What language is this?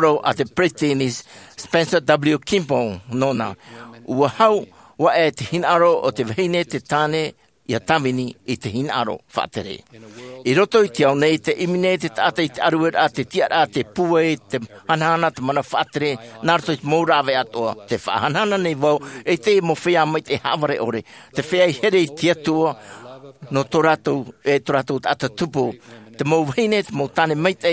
Tahitian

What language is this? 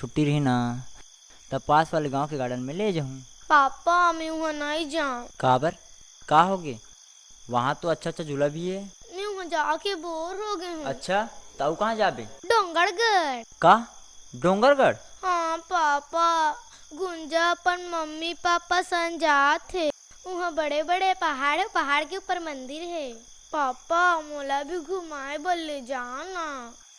Chhattisgarhi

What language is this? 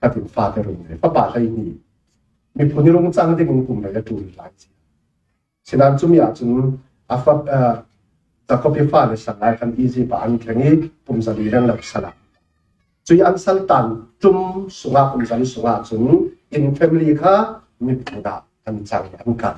Falam Chin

